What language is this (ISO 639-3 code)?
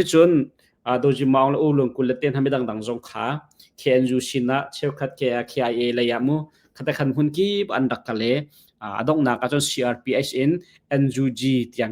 cnh